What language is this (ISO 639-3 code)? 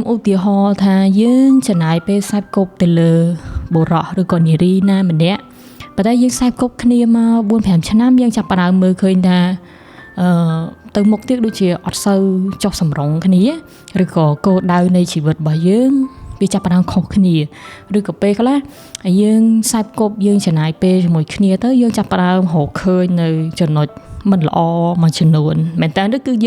khm